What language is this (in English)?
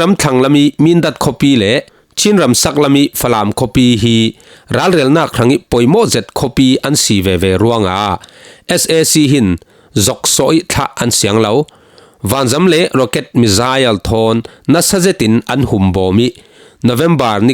Falam Chin